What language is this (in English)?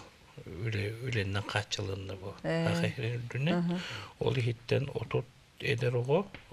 Yakut